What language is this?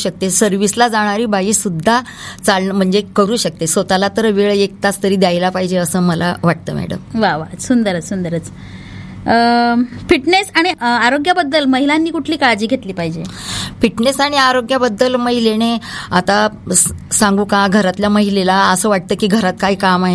Marathi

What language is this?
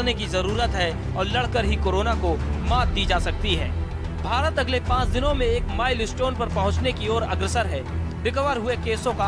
Hindi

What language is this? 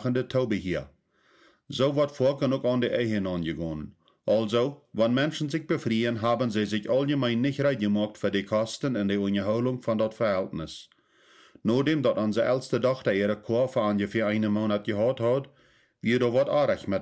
Plautdietsch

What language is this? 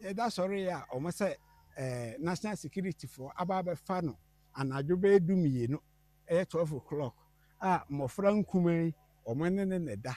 Akan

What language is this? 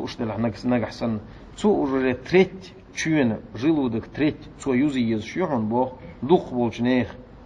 Chechen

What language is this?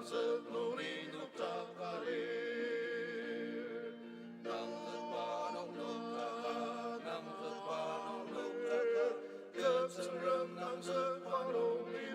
Ao Naga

